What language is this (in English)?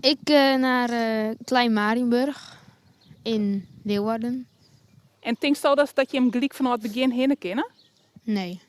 Western Frisian